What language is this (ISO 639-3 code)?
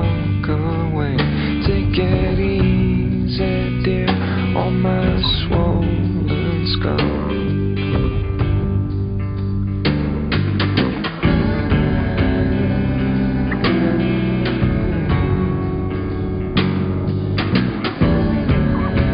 eng